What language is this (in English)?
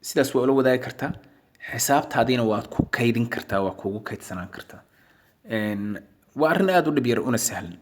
Somali